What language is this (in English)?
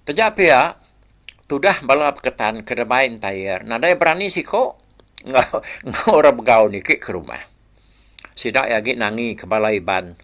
Iban